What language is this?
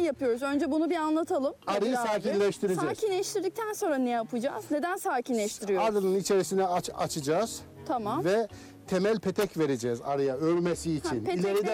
Turkish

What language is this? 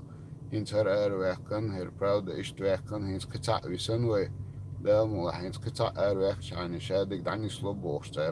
Chechen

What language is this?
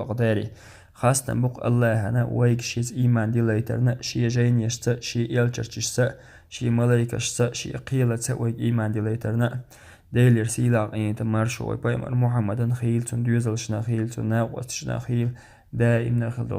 Chechen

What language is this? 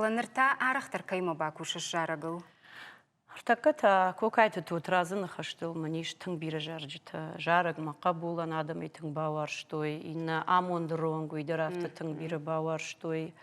Ossetic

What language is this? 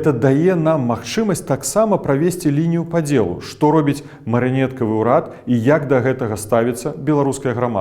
Belarusian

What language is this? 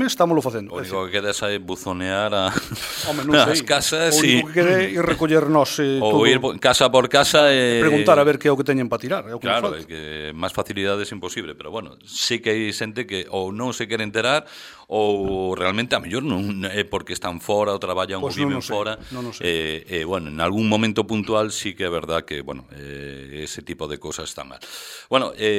Galician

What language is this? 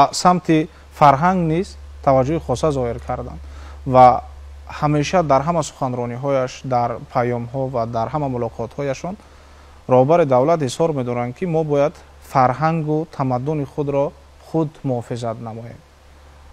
Tajik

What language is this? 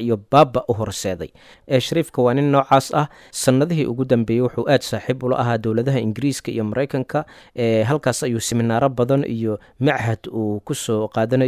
Somali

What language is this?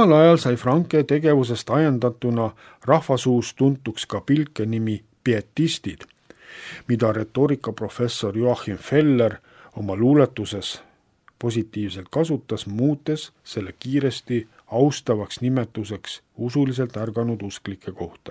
Estonian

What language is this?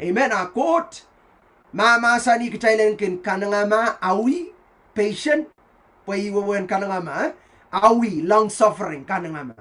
Pohnpeian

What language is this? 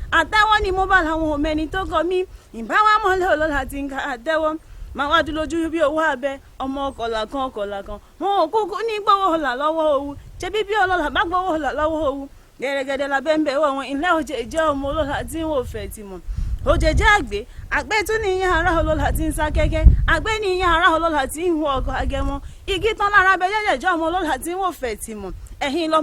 Yoruba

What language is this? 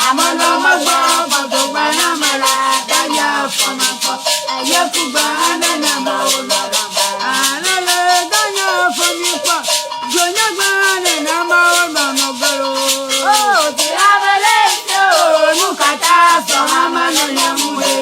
Ewe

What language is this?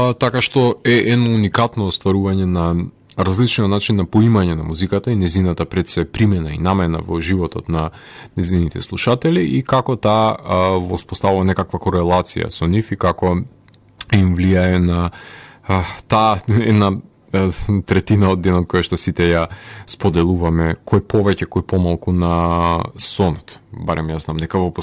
Macedonian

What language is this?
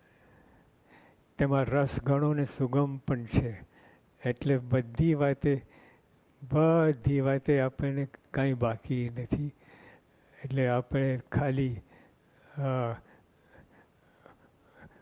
Gujarati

